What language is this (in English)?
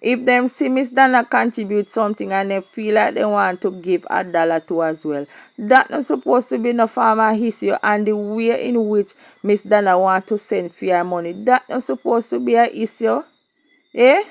Jamaican Creole English